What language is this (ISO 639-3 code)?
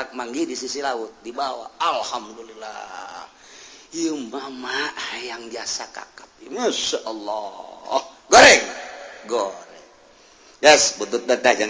sun